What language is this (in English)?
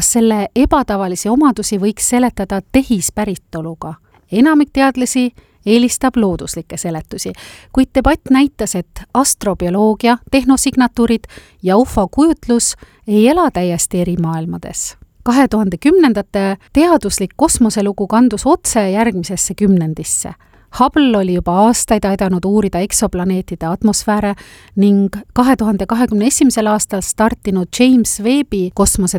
Estonian